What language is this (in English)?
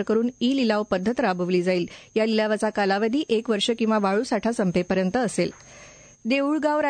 Marathi